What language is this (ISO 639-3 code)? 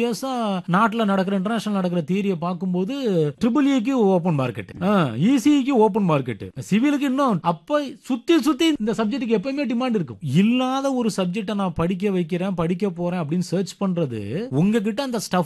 tam